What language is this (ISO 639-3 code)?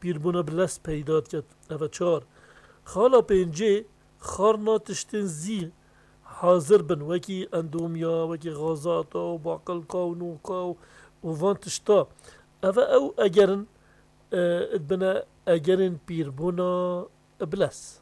kur